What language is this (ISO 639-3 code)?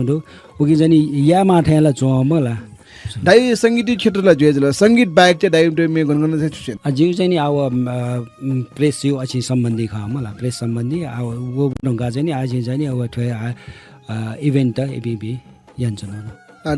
new